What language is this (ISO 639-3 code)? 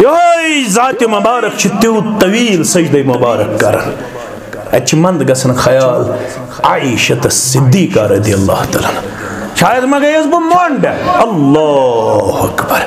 kas